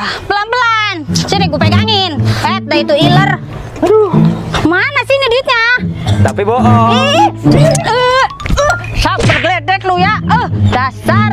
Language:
Betawi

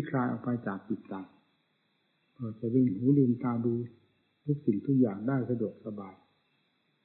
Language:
Thai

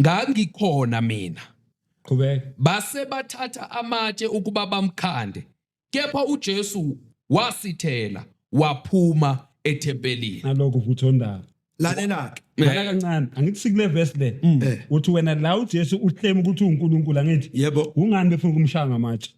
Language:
Zulu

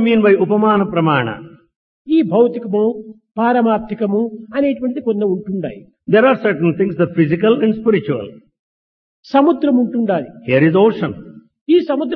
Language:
Telugu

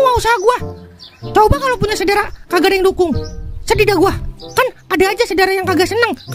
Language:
Betawi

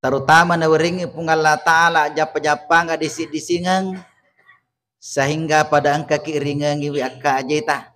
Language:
Buginese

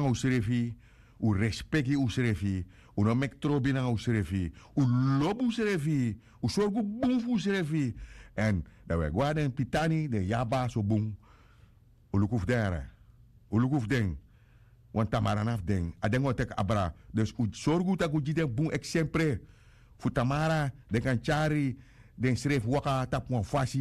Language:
Sranan Tongo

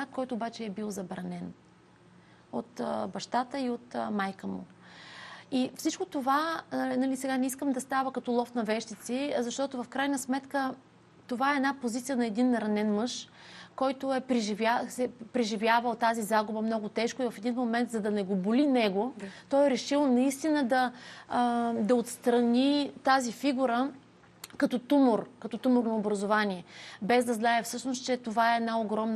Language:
Bulgarian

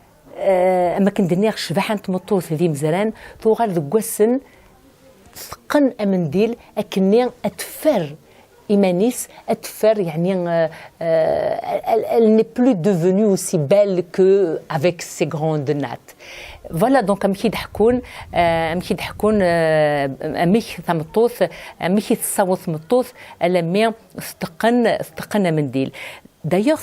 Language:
Kabyle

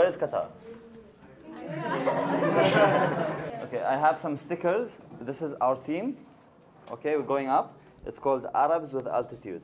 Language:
English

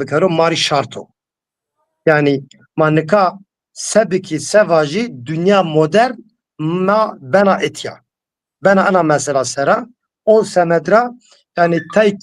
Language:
Zaza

